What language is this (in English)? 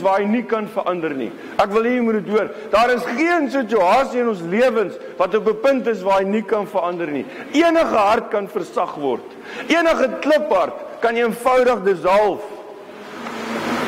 Afrikaans